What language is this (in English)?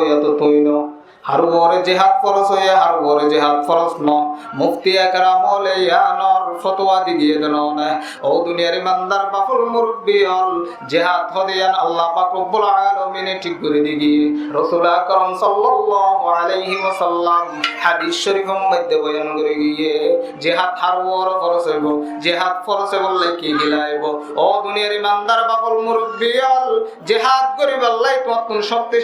Rohingya